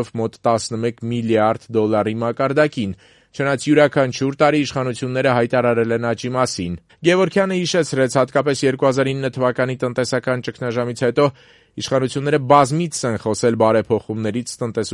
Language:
Armenian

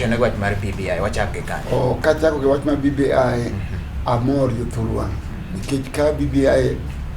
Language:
Luo (Kenya and Tanzania)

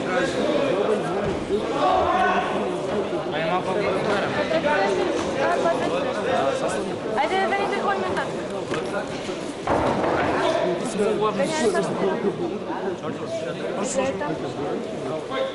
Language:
Bulgarian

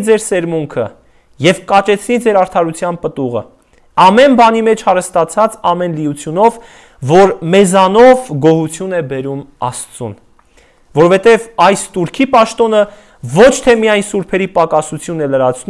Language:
Armenian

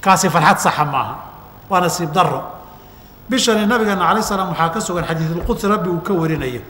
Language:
Somali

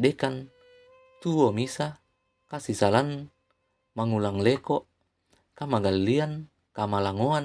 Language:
Toraja-Sa'dan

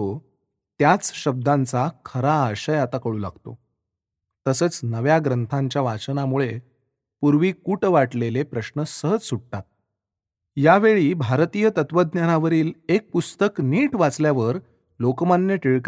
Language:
Marathi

